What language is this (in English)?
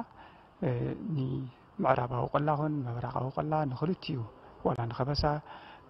Tigrinya